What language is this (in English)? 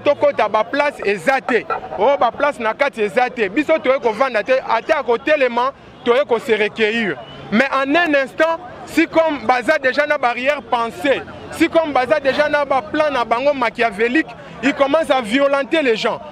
Lingala